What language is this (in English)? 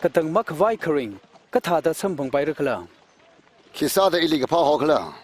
Tangkhul Naga (India)